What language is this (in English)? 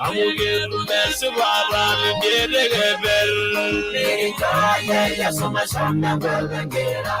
Masai